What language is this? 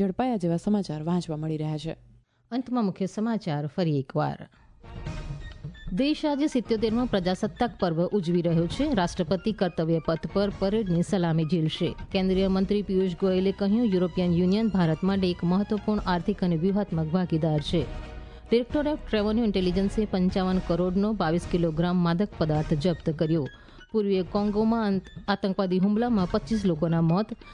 Gujarati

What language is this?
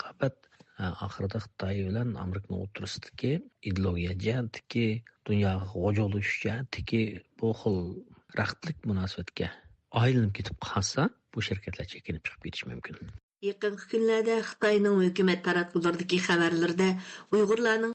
Uyghur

